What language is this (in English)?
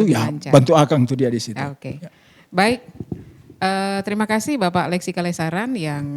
Manado Malay